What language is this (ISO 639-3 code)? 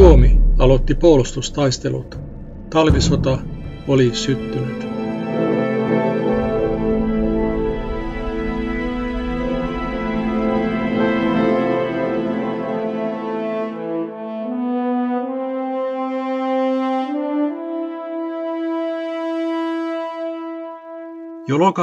fin